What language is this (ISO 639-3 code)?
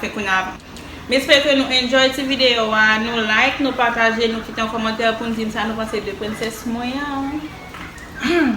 hat